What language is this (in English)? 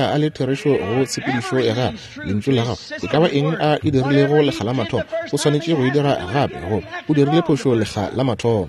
Northern Sotho